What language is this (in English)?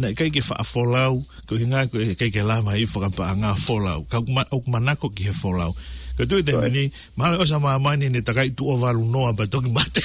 Tongan